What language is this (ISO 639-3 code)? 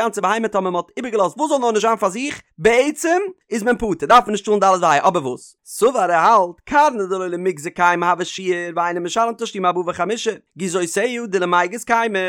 yid